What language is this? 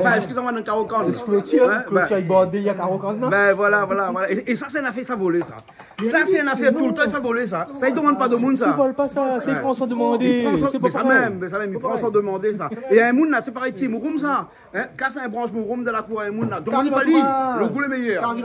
Réunion Creole French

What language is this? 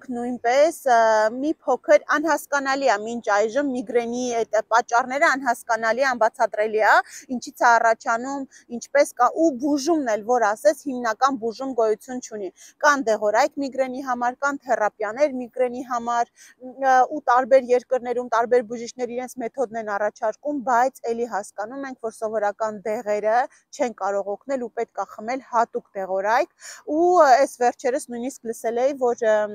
Armenian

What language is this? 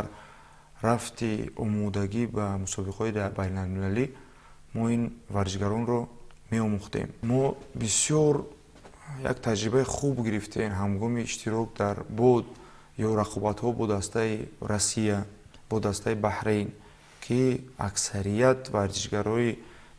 Tajik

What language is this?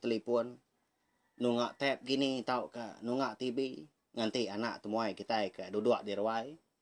Iban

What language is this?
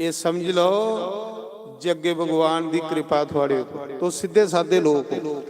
Dogri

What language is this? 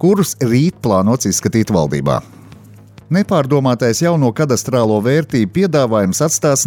Latvian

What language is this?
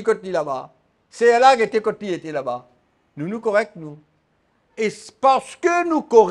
Morisyen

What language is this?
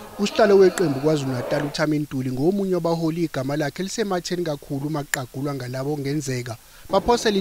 Zulu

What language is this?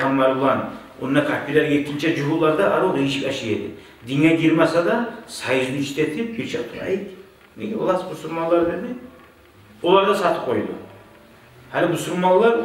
Kumyk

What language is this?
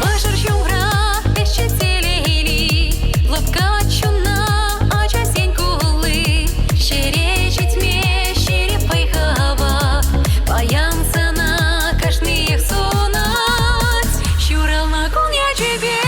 Chuvash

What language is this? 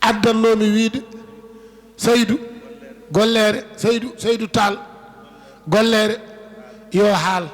Fula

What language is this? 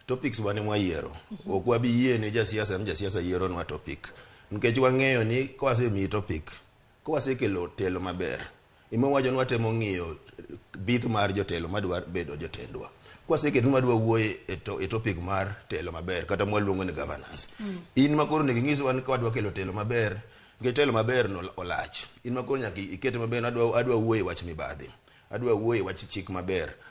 Luo (Kenya and Tanzania)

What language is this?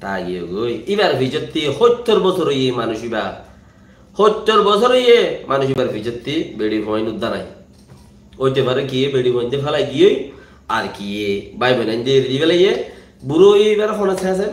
Rohingya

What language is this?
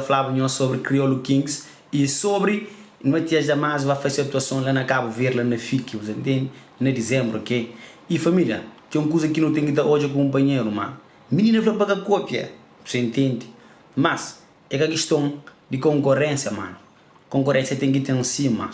Kabuverdianu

